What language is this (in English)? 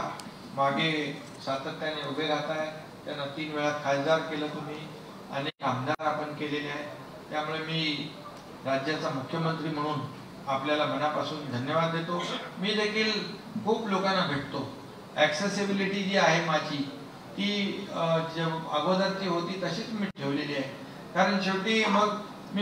Marathi